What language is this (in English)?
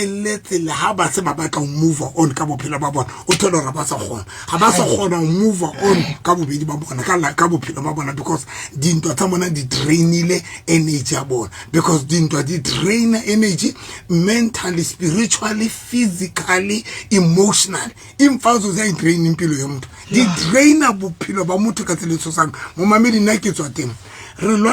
Southern Sotho